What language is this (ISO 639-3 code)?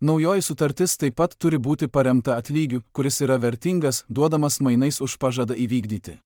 lit